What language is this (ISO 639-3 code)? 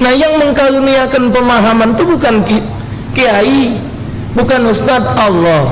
mui